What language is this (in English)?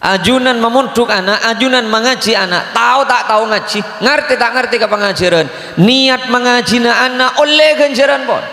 Madurese